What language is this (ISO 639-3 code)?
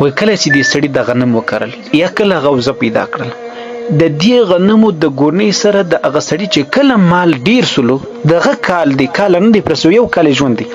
pus